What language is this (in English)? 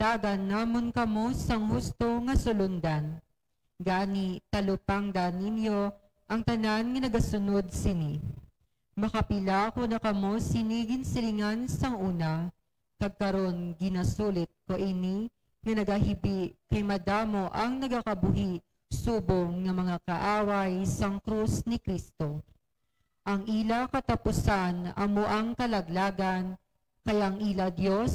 Hiligaynon